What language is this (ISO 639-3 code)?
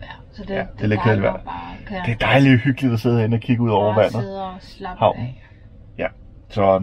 dan